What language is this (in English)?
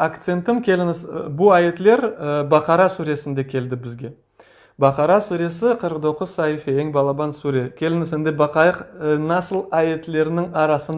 Crimean Tatar